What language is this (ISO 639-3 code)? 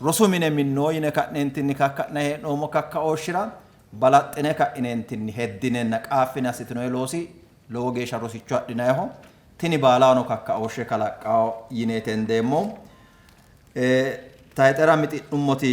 sid